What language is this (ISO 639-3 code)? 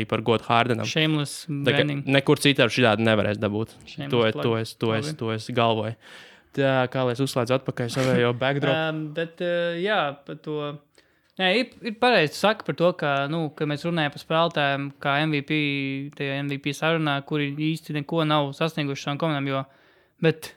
lav